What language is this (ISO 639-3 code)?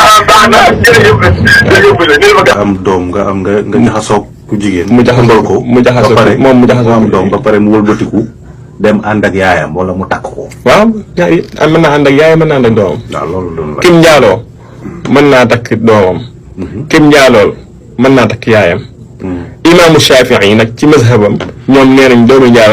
wol